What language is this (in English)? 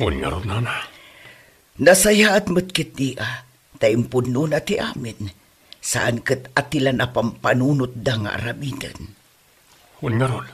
Iloko